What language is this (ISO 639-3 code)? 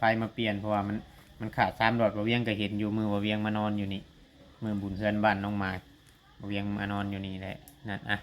tts